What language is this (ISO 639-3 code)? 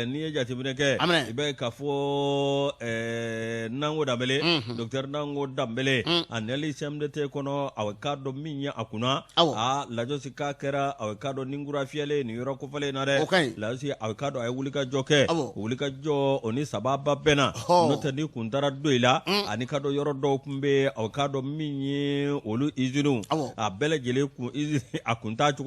bam